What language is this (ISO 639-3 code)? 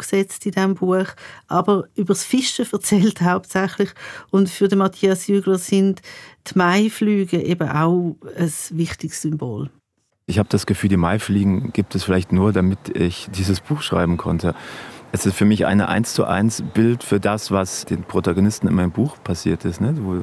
gsw